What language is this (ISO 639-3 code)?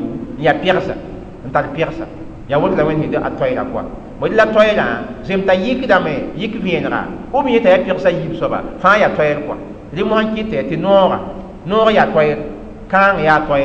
mos